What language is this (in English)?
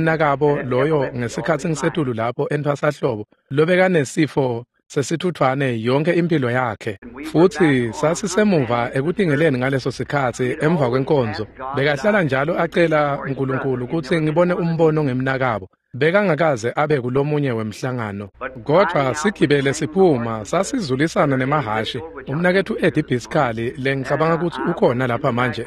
Swati